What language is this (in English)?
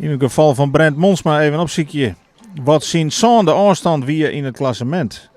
Western Frisian